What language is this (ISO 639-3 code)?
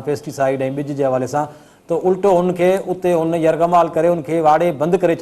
snd